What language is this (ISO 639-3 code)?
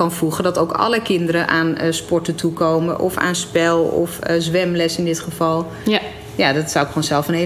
nld